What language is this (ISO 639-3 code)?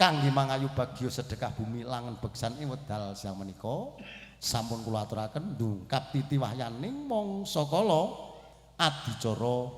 jav